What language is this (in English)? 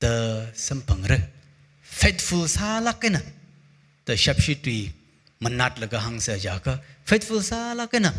Tangkhul Naga (India)